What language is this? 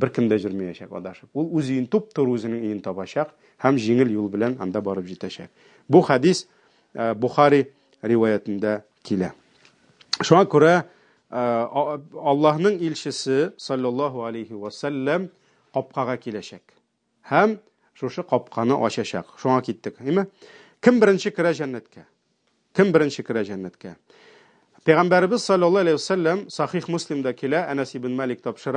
Tatar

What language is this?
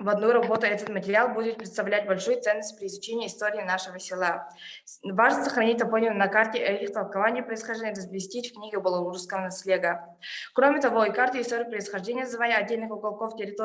Yakut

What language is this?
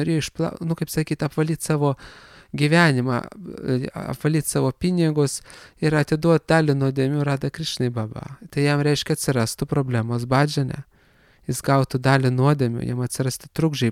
Lithuanian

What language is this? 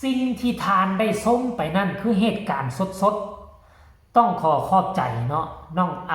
Lao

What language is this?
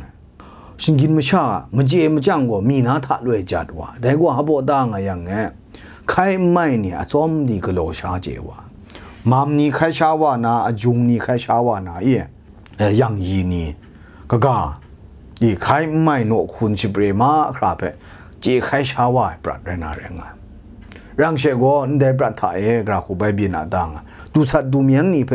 Kachin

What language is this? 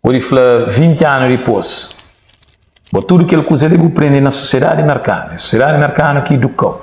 Kabuverdianu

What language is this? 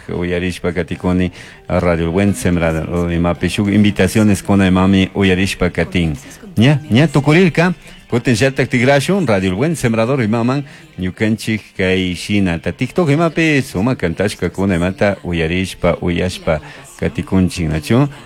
Chimborazo Highland Quichua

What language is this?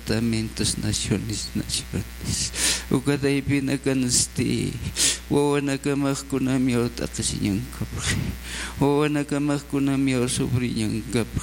Aymara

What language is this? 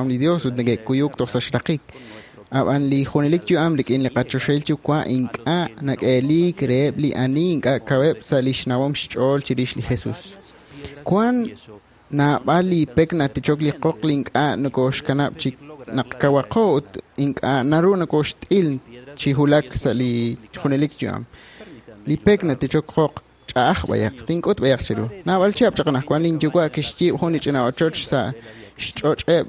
Kekchí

